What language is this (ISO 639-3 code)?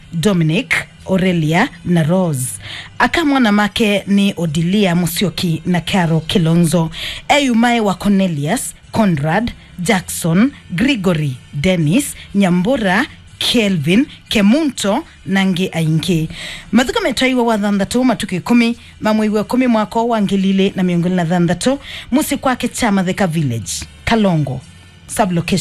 kam